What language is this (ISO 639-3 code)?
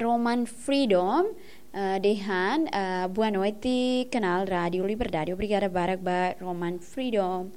tet